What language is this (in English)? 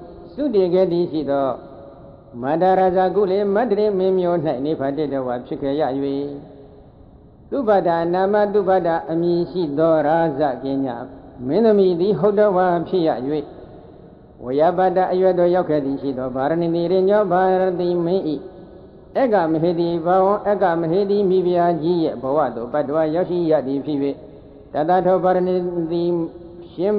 Burmese